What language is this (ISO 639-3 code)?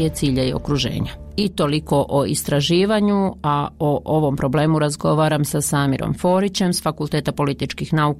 bos